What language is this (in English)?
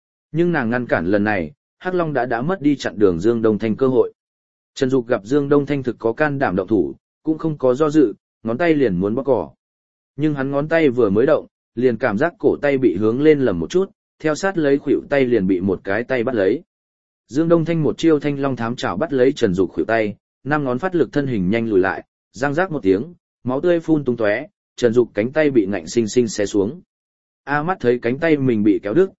Vietnamese